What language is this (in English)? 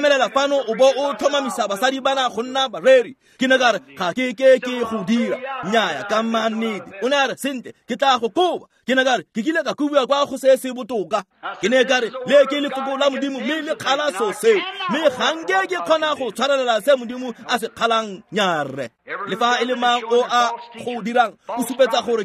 Tswana